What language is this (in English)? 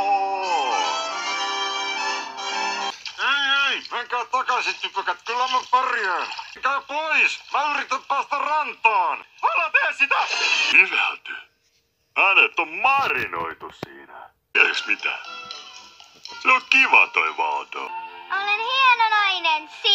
Finnish